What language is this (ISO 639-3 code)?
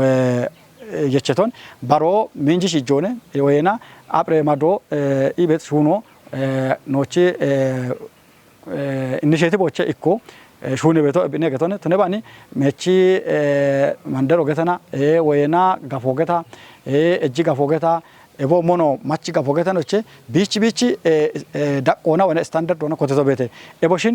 kbr